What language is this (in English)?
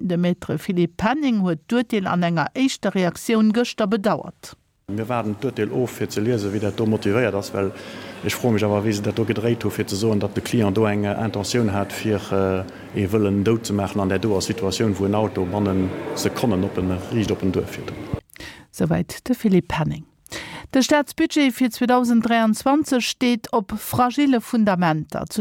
Luxembourgish